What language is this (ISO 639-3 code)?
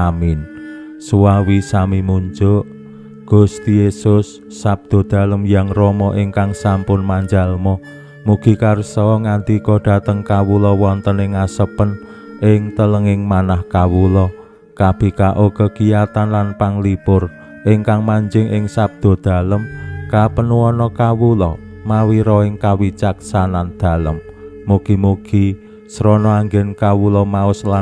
jav